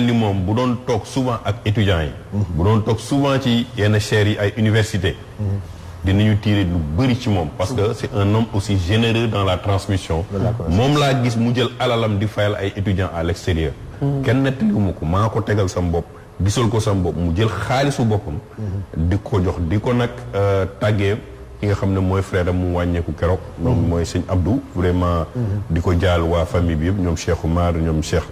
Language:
Wolof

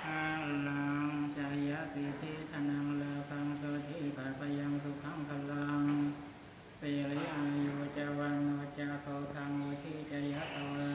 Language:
Pali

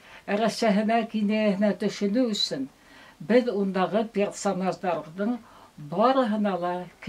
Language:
Bashkir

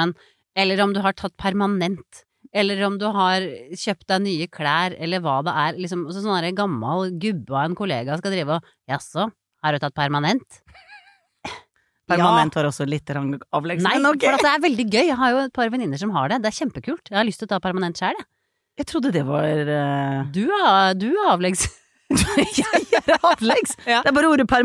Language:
Norwegian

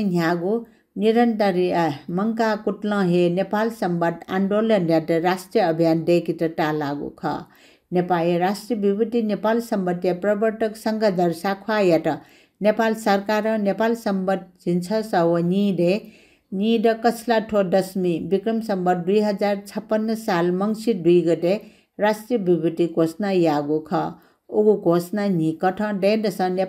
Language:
Newari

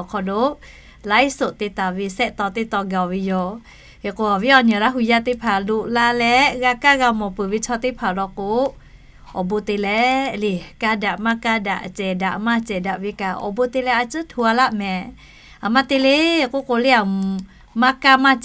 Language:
Lahu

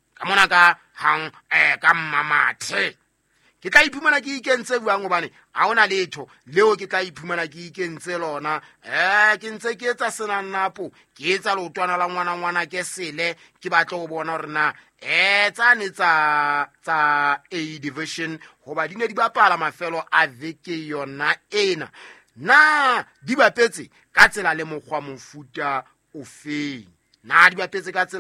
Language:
Southern Sotho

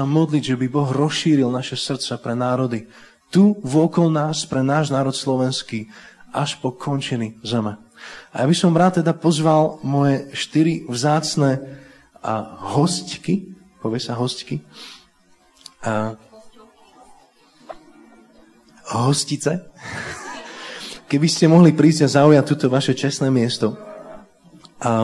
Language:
Slovak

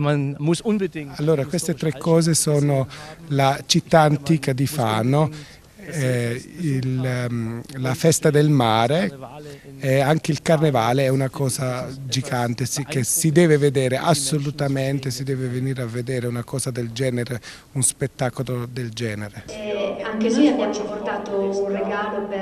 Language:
Italian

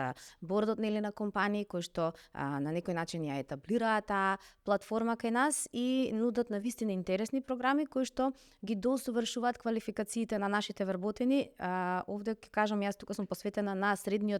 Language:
Macedonian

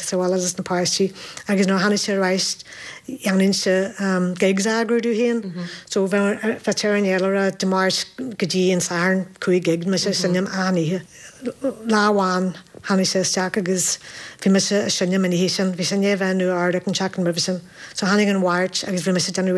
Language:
Irish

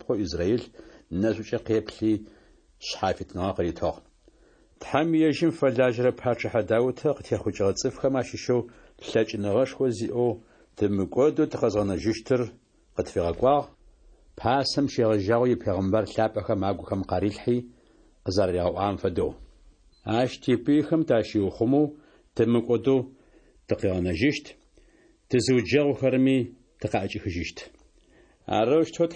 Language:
Adyghe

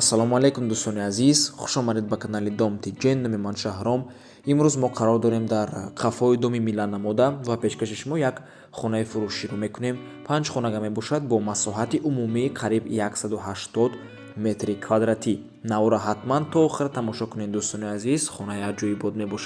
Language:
Tajik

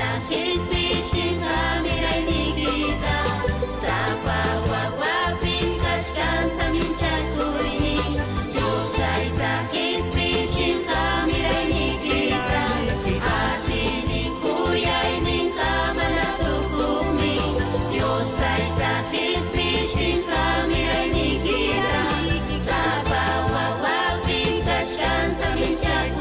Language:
Ayacucho Quechua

